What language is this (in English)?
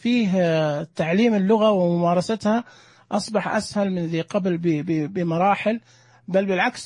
Najdi Arabic